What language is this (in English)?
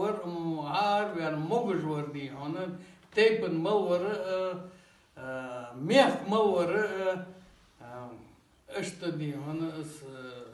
Ingush